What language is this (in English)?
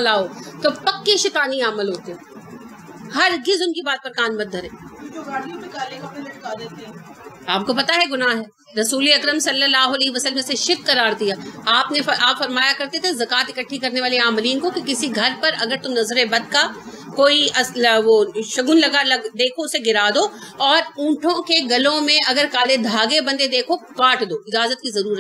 Urdu